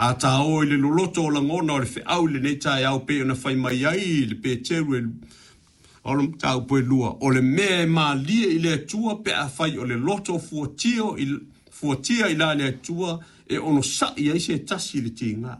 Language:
Samoan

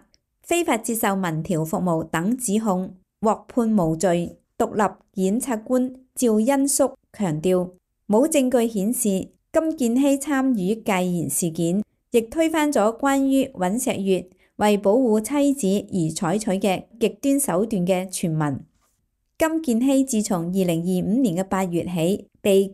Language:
Cantonese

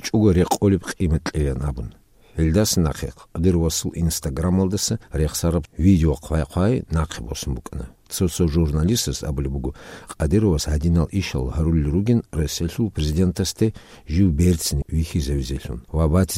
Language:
Avaric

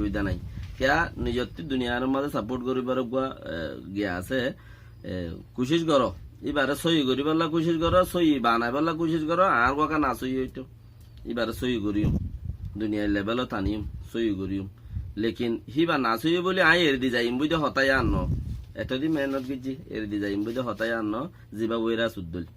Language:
Rohingya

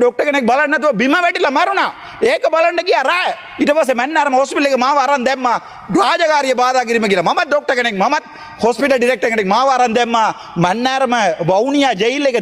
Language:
Sinhala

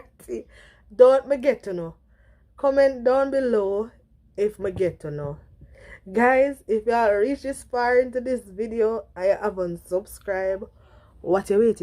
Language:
Jamaican Creole English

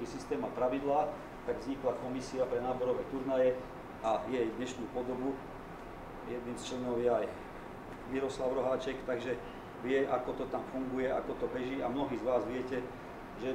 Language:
Slovak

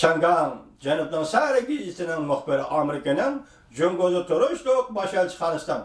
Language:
Uyghur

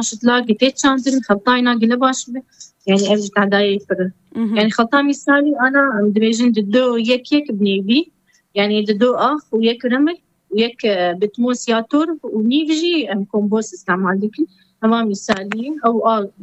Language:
Kurdish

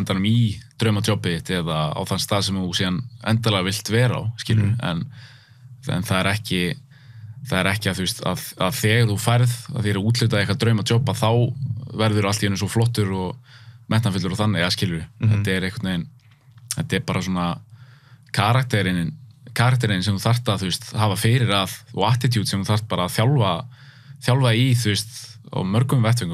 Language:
Icelandic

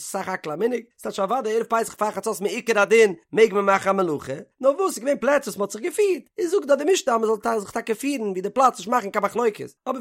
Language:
Yiddish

